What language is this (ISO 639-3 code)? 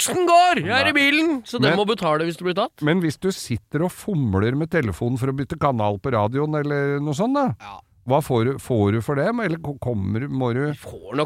nor